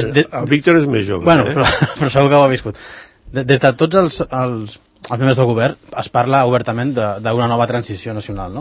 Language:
Catalan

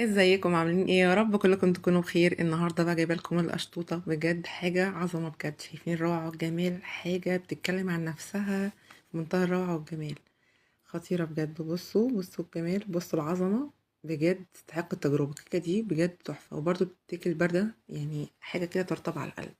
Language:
Egyptian Arabic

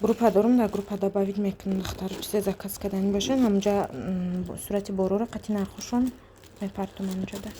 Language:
Tajik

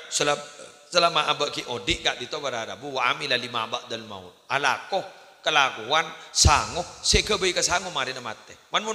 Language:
Madurese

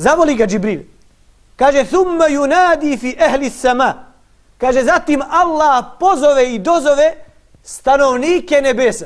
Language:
Bosnian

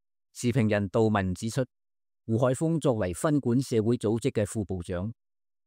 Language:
Cantonese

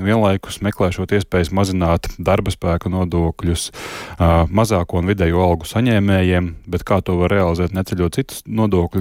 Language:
Latvian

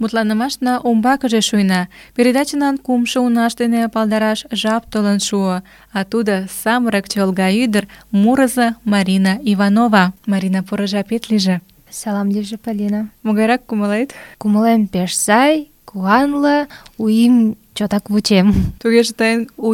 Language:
Mari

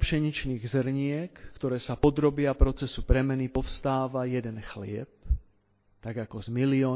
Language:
Slovak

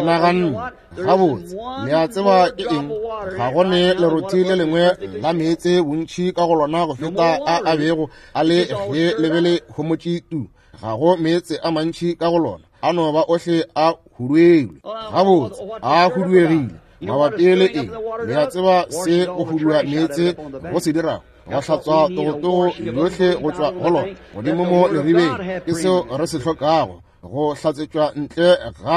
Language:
Northern Sotho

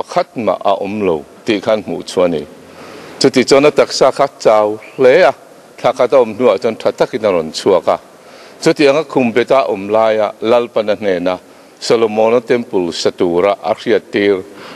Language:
Mizo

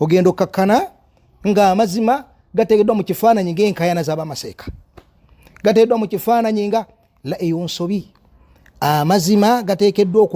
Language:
Ganda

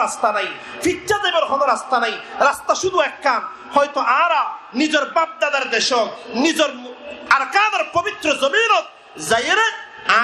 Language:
Rohingya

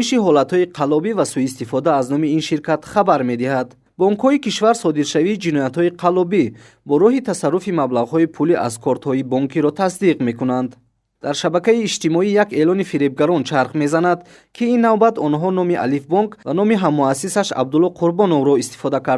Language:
Tajik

